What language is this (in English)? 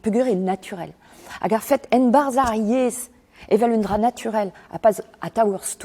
Breton